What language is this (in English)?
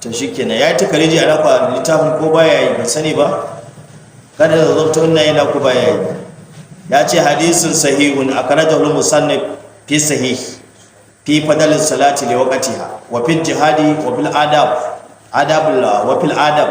Hausa